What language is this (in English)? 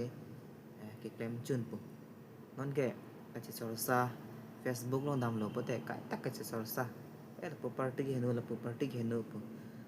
Karbi